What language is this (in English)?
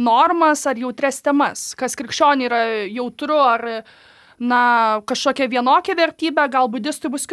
Lithuanian